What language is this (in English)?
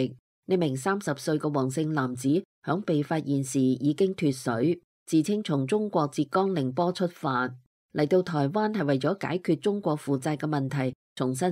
Cantonese